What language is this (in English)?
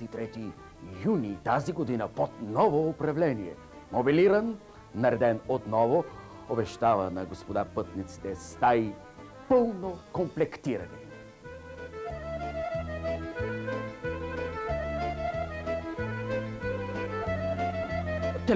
Bulgarian